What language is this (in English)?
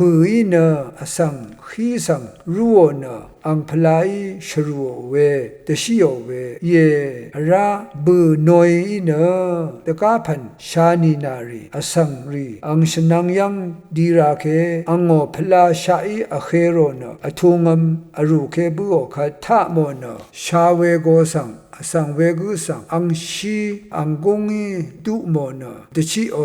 Rawang